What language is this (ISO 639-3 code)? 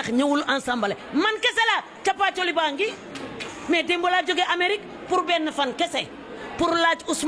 wol